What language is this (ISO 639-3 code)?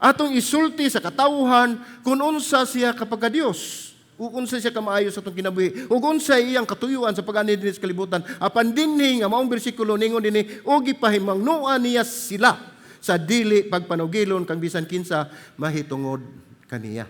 ceb